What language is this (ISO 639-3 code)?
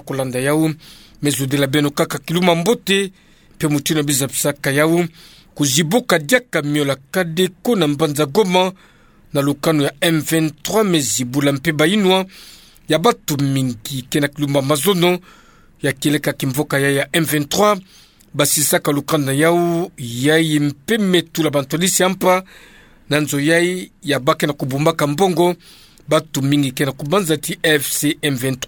ktu